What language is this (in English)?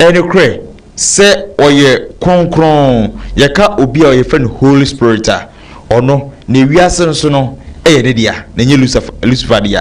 Akan